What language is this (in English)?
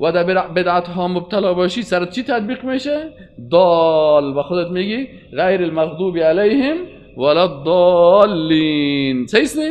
Persian